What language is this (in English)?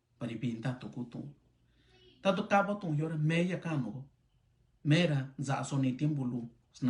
Mixtepec Mixtec